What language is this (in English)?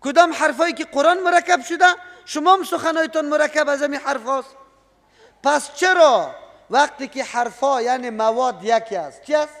Persian